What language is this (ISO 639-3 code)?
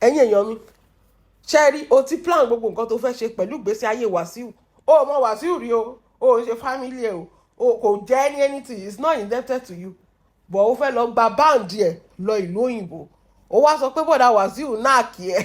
yor